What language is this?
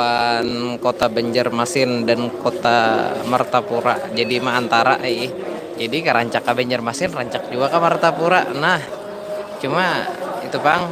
Banjar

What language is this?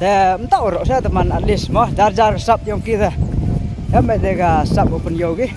Khasi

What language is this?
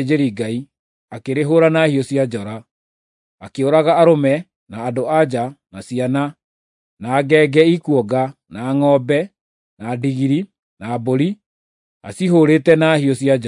Kikuyu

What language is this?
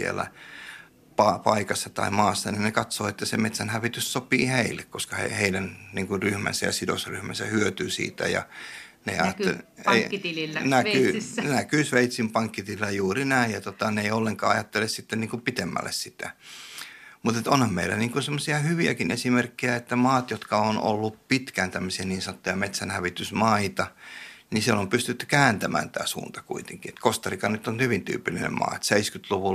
Finnish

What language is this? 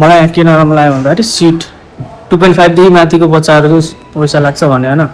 Nepali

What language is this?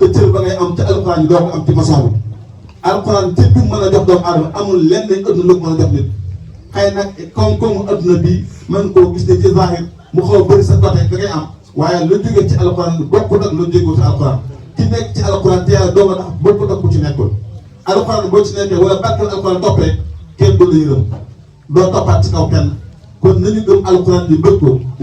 Wolof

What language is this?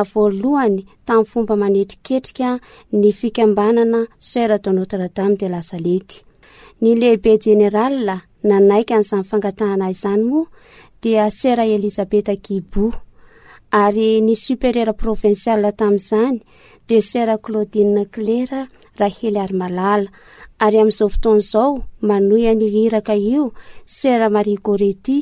Malagasy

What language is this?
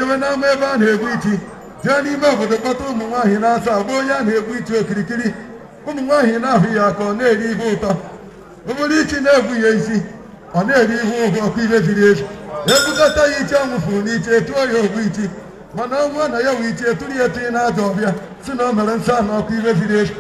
Igbo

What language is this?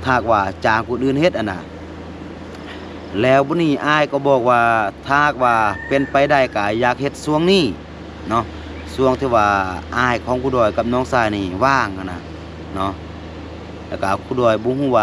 Lao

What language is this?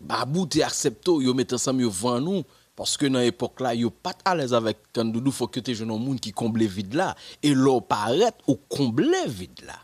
Haitian Creole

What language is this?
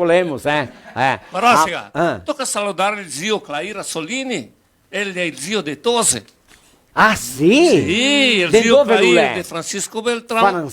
Venetian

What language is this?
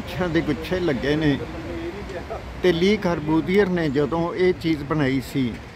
Punjabi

